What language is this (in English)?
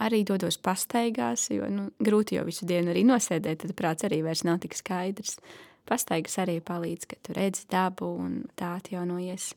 Latvian